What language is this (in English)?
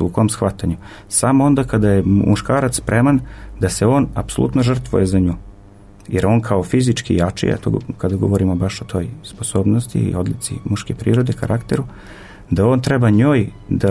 Serbian